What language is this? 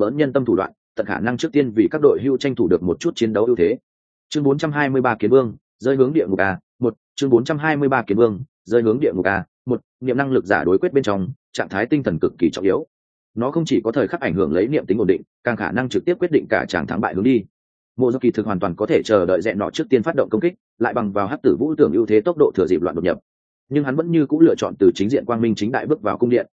Vietnamese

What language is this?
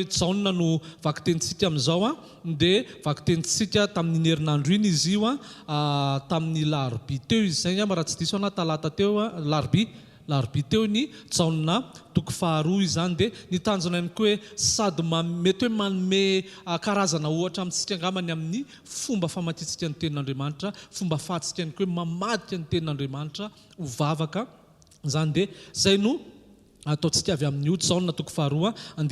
Malagasy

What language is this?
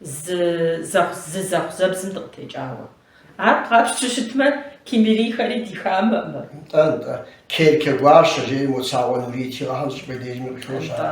Kabardian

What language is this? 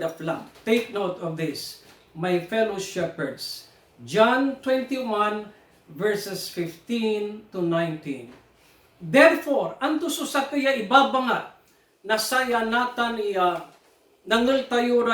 Pangasinan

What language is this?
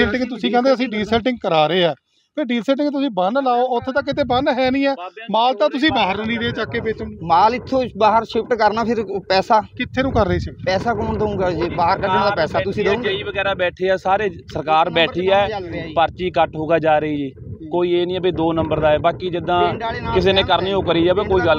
Punjabi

